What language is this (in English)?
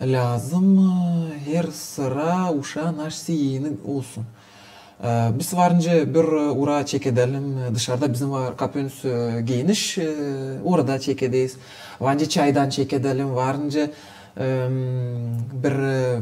Gagauz